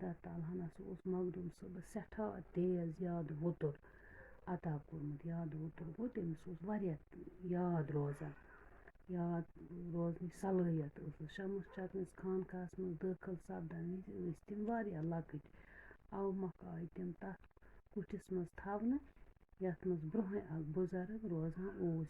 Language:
Kashmiri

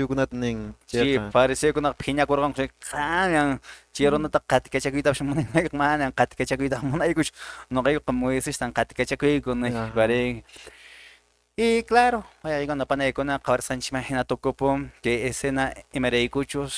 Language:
Quechua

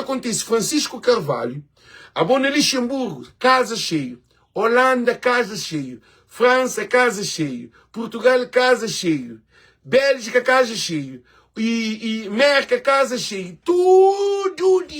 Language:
Kabuverdianu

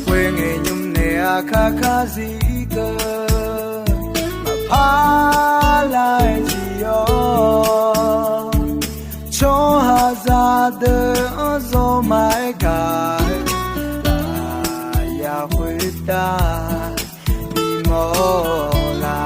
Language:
Akha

